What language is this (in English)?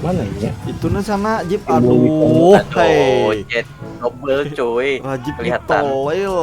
Banjar